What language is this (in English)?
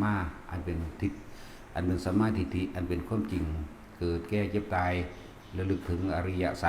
Lao